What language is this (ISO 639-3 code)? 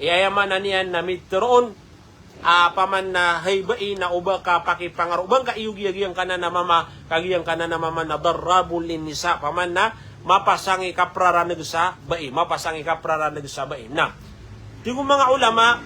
mrw